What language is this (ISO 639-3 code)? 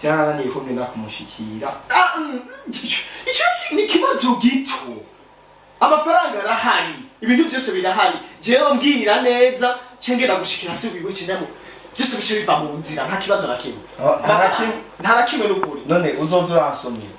run